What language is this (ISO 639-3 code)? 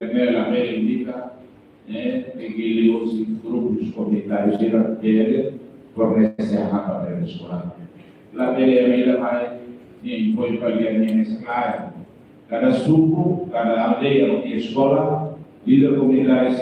tet